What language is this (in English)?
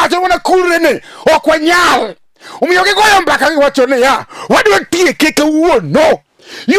Luo (Kenya and Tanzania)